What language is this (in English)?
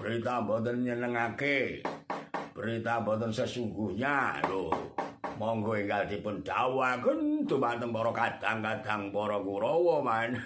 Javanese